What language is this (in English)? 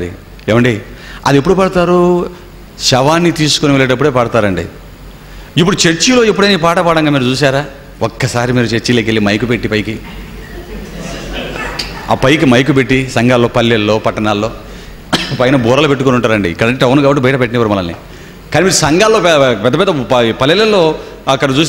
Telugu